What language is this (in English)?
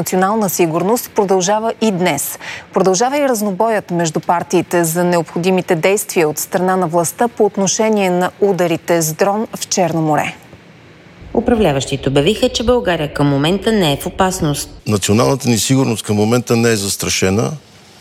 Bulgarian